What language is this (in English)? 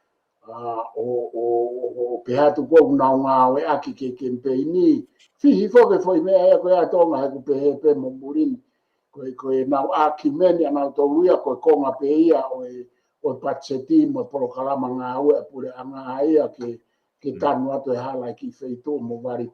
Tongan